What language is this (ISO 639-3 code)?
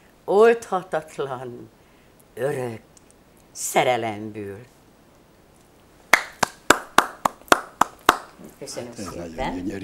hun